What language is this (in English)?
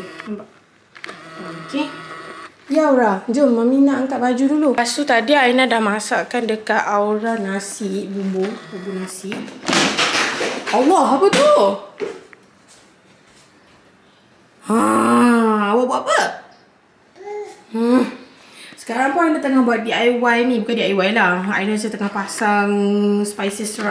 Malay